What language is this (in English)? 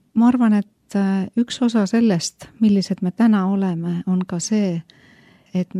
Estonian